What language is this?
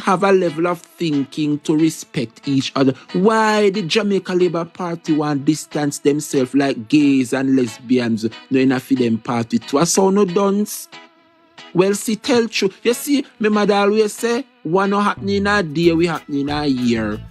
Jamaican Creole English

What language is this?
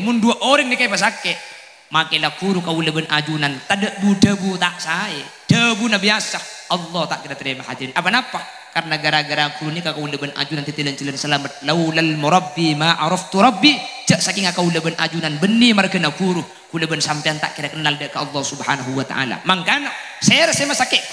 Madurese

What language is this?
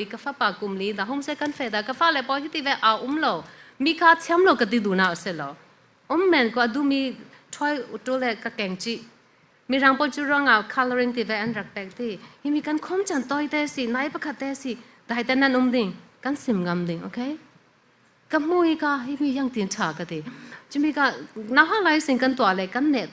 Falam Chin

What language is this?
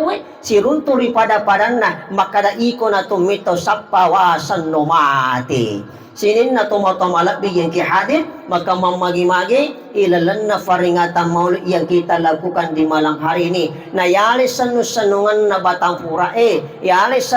Buginese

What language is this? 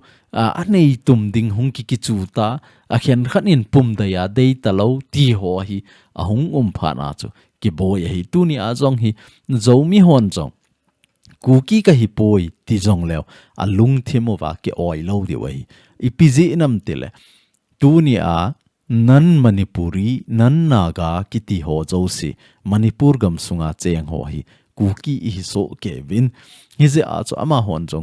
Thado Chin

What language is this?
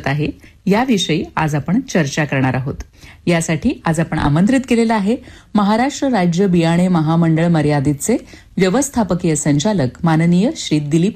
Marathi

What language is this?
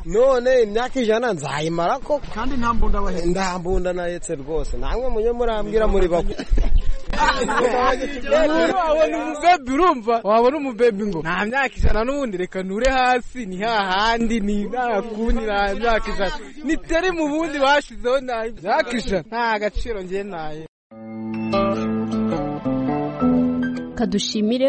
Kinyarwanda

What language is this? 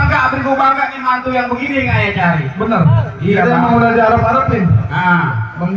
Betawi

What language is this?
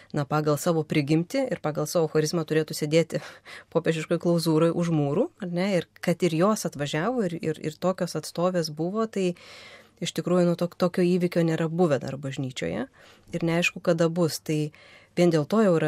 Lithuanian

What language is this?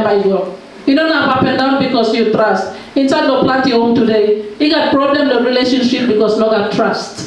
Tok Pisin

